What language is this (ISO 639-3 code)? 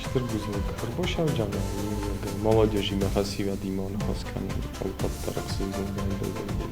oss